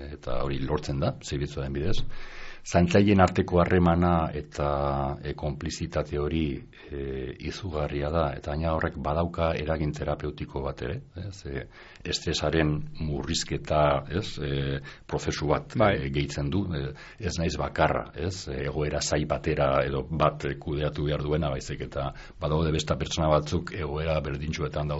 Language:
Basque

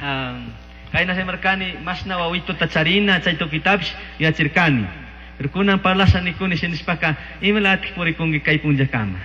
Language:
Chimborazo Highland Quichua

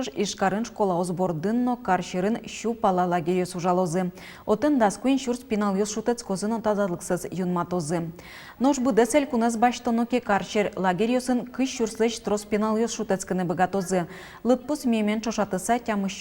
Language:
Udmurt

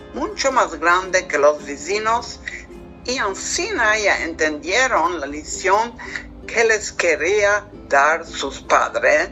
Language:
Ladino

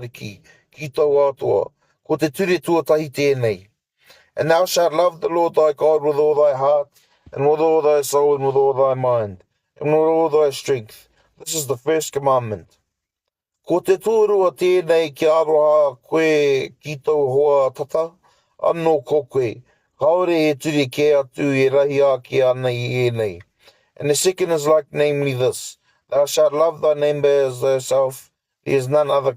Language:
Māori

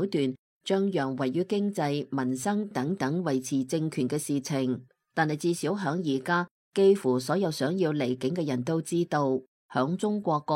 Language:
Cantonese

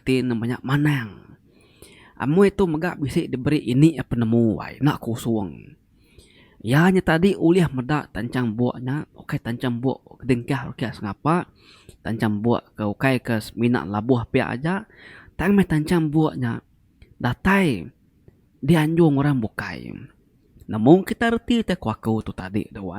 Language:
Iban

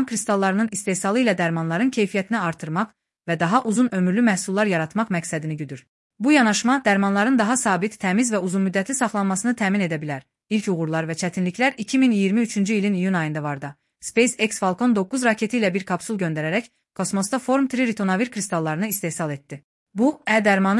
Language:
Azerbaijani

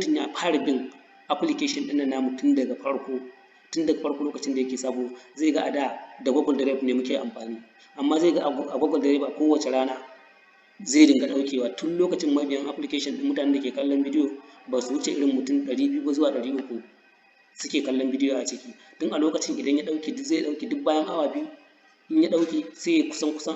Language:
Hausa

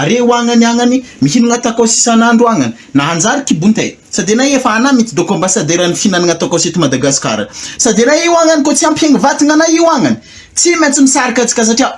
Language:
Malagasy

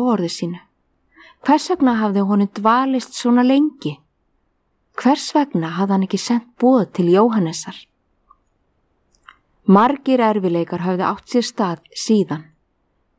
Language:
Icelandic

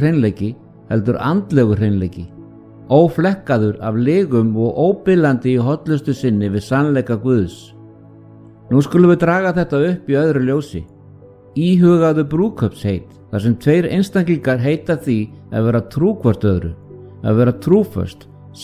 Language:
Icelandic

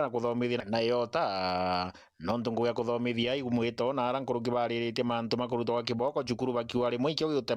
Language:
Meru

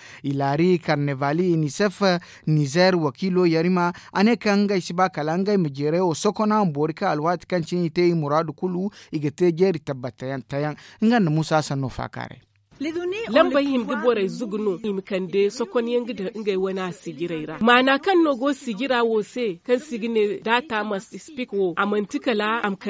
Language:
Zarma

